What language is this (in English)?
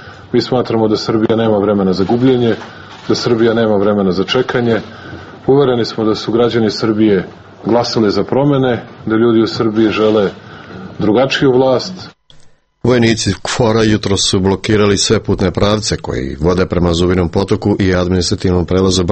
Serbian